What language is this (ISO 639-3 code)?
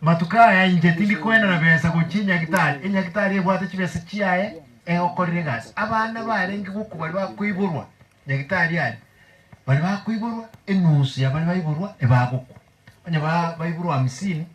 guz